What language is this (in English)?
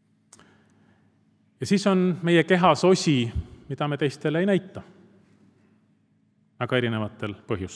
Estonian